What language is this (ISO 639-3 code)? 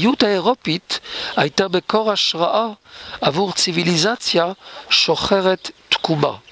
heb